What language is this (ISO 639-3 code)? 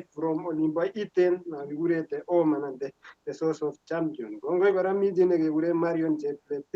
kln